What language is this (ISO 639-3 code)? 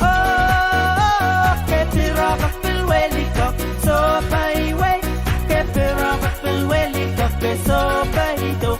pon